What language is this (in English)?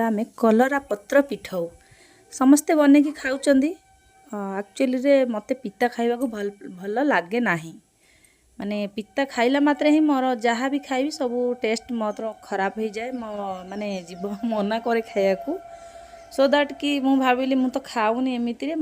Odia